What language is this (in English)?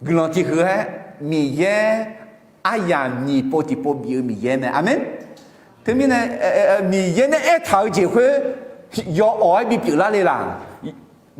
Akha